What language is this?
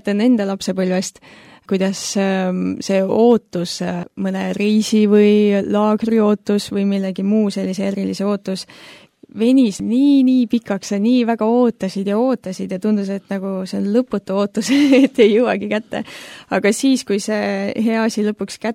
Estonian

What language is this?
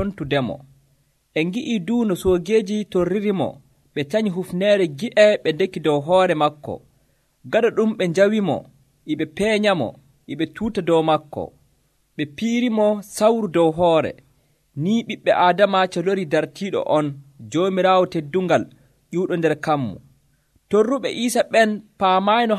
Nigerian Fulfulde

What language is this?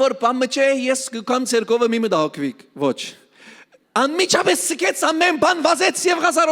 Western Armenian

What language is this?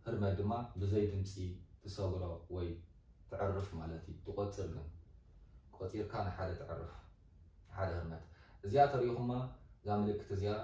Tigrinya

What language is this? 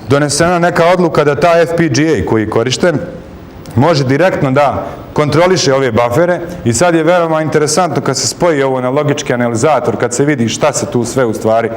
Bosnian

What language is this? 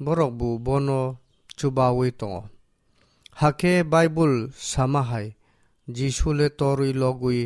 Kok Borok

